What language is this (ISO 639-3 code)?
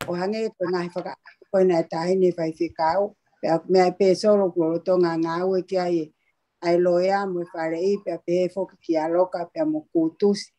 ton